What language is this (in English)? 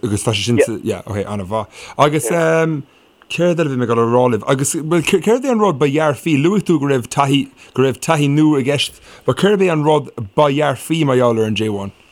Irish